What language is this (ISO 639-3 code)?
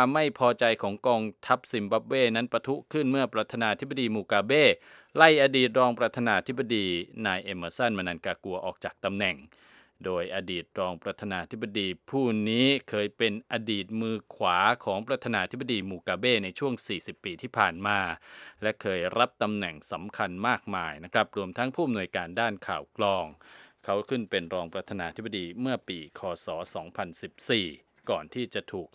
tha